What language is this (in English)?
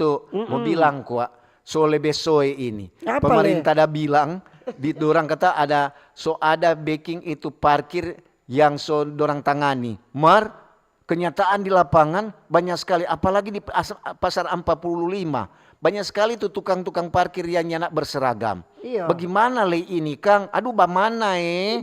Manado Malay